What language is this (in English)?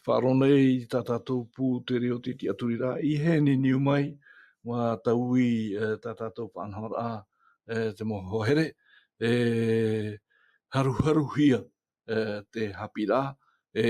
Tahitian